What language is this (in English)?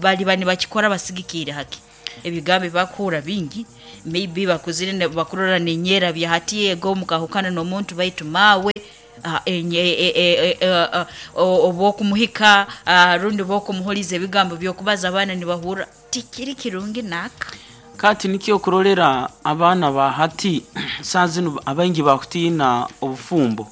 Nyoro